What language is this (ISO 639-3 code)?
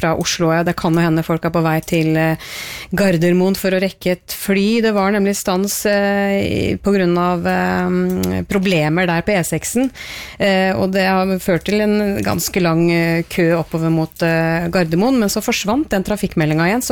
nor